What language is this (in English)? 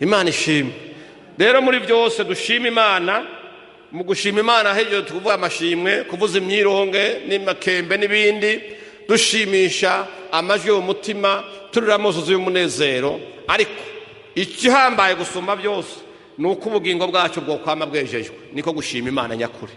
Rundi